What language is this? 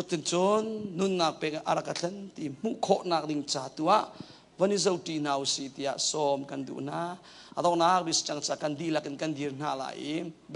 Hakha Chin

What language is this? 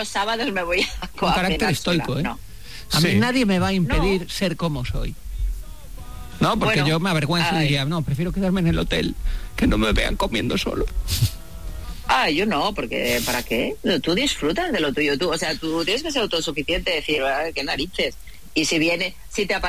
Spanish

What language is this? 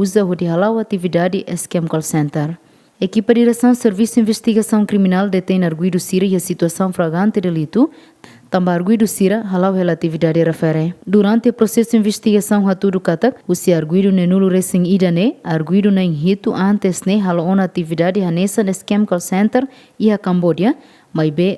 Tetum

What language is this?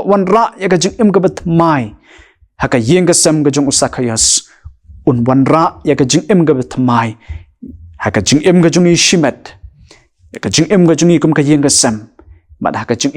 Khasi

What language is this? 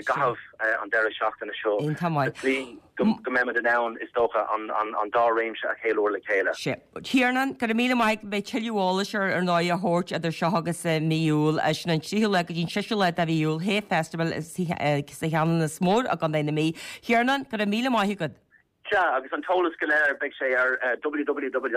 Irish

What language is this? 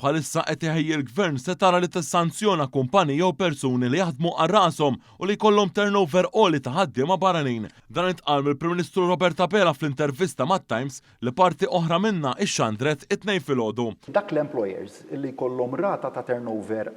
Maltese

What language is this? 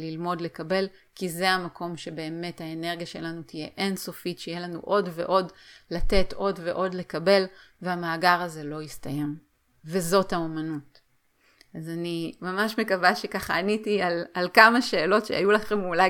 Hebrew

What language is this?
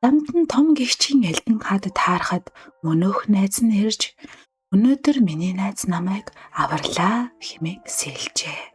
Mongolian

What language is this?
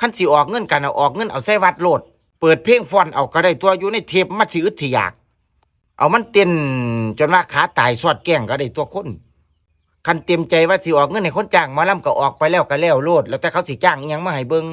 Northeastern Thai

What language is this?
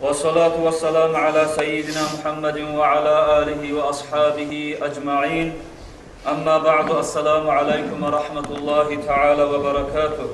Kumyk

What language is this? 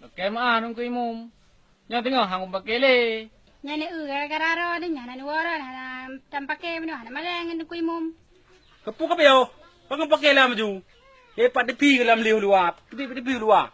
Achinese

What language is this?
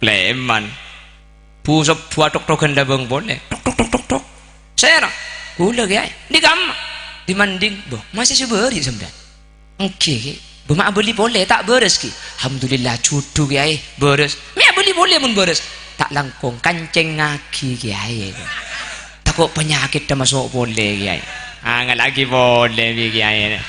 Madurese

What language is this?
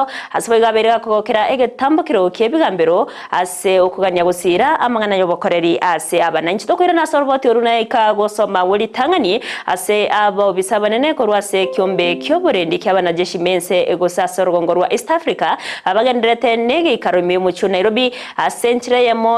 Gusii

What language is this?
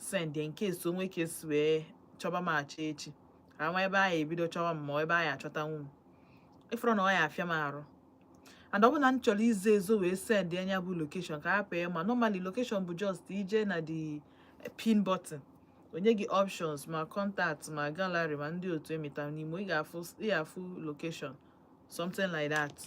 Igbo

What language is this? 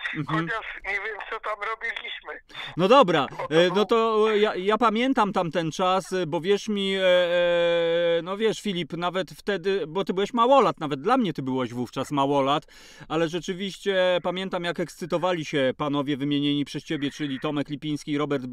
Polish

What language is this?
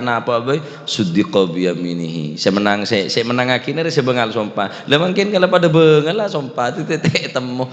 Madurese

